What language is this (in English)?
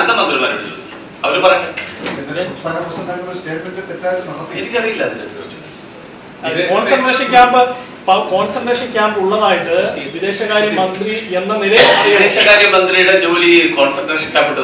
Malayalam